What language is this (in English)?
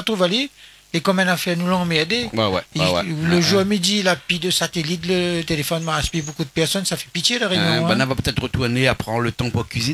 Réunion Creole French